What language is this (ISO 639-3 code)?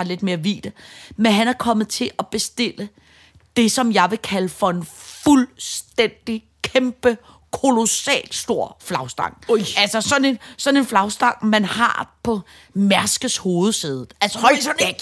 dan